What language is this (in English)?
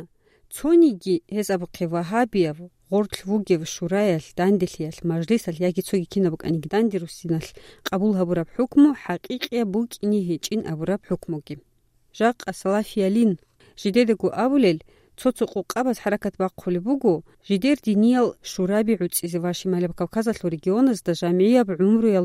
Avaric